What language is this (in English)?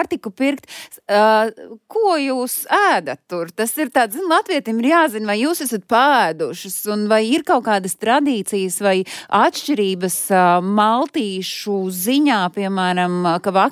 Latvian